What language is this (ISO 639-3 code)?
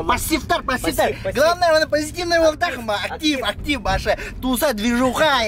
sah